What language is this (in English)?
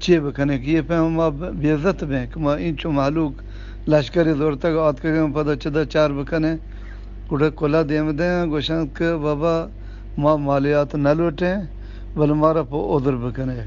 Eastern Balochi